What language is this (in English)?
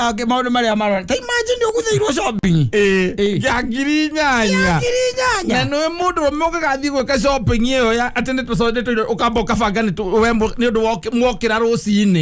Kikuyu